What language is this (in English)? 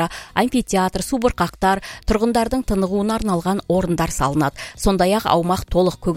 Kazakh